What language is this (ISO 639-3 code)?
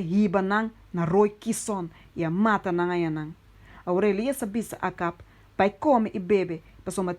pap